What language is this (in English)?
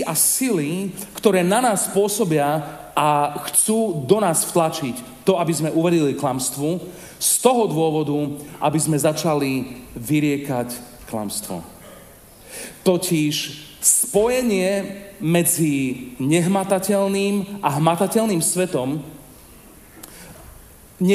Slovak